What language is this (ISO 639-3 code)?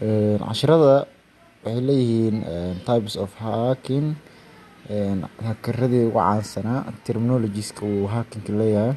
som